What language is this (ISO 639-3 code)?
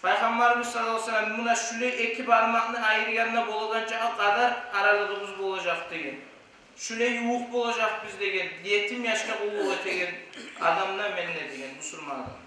kum